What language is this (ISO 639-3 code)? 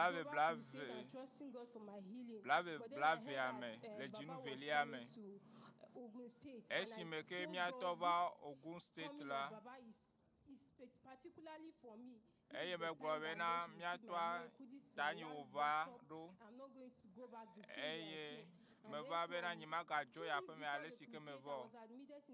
ewe